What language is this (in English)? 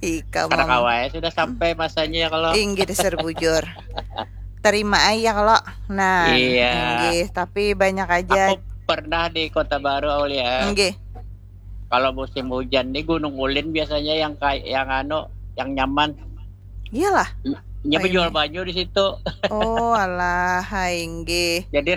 Banjar